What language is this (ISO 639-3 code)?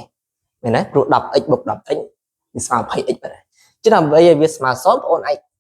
khm